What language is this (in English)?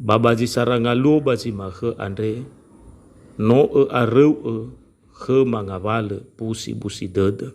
Nias